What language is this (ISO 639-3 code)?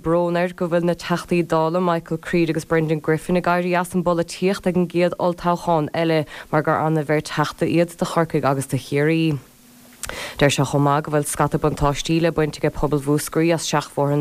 gle